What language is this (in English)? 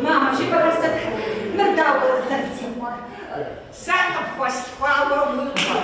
Kabardian